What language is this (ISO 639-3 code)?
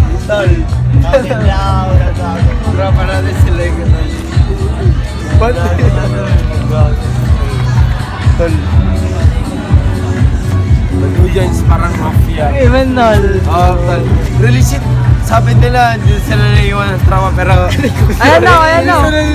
fil